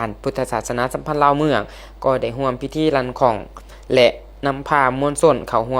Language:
Lao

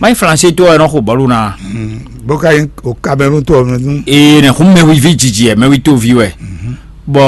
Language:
Fon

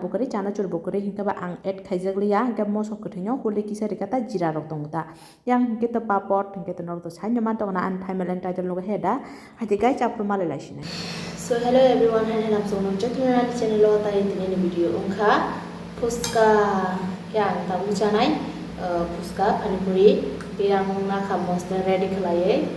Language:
Kok Borok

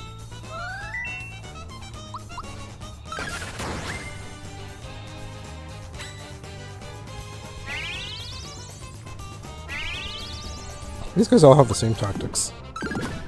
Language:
English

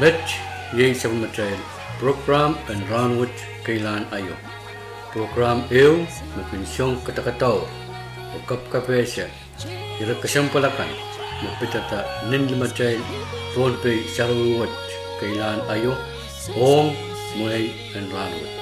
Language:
Pohnpeian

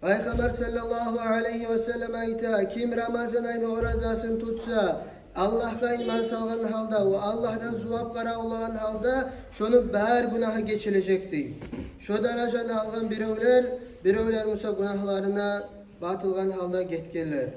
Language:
Kumyk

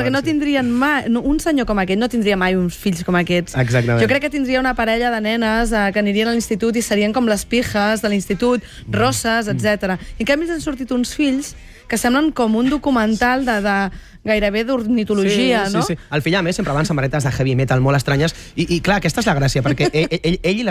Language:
Catalan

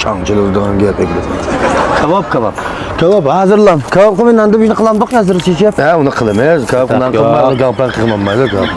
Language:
Uyghur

